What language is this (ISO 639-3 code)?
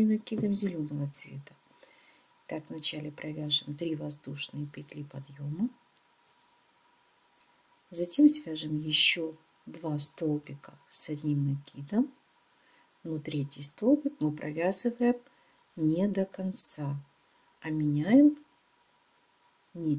rus